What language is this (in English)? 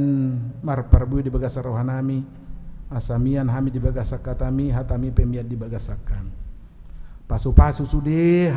Batak Toba